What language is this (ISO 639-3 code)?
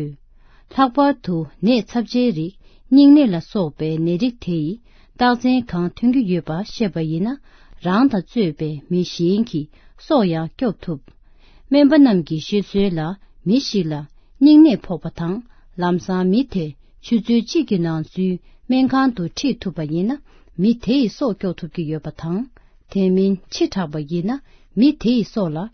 bod